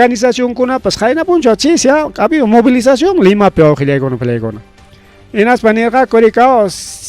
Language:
Ayacucho Quechua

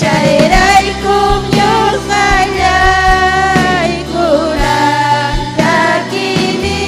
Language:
Ayacucho Quechua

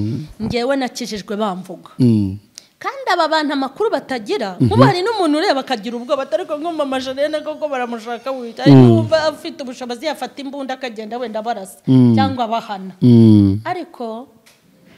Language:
Kinyarwanda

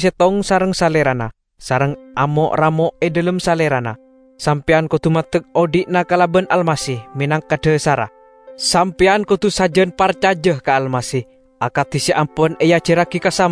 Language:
Madurese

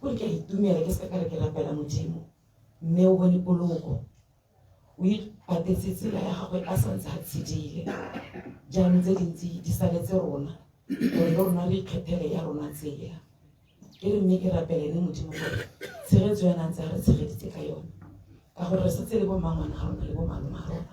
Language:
Tswana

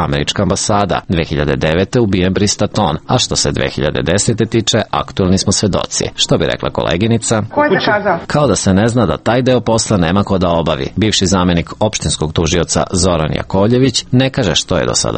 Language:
Serbian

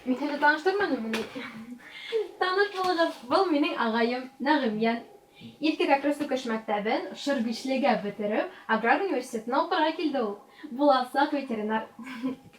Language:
Bashkir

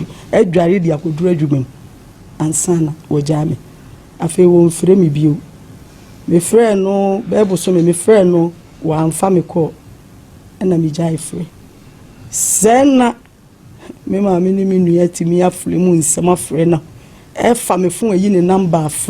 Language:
Akan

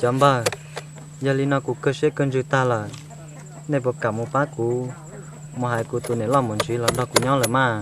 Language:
Hmong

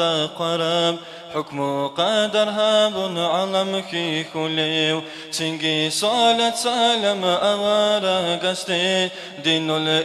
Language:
Avaric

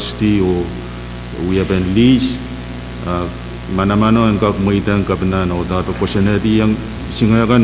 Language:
Pohnpeian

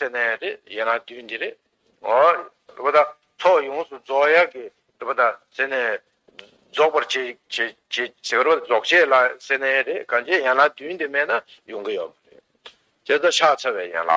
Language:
Tibetan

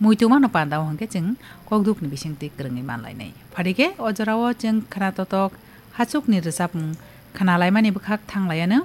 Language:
Kok Borok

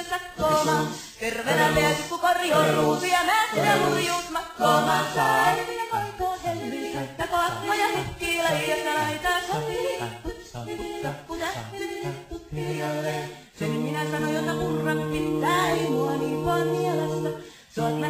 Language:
Finnish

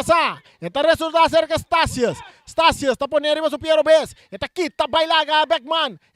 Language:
Papiamento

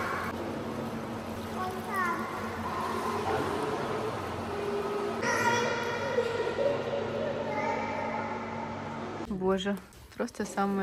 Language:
Russian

